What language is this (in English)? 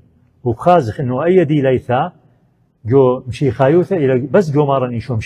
Assyrian Neo-Aramaic